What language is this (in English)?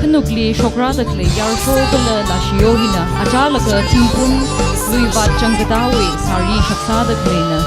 Tangkhul Naga (India)